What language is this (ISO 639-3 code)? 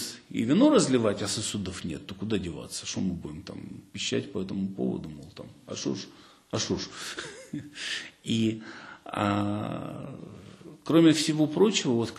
rus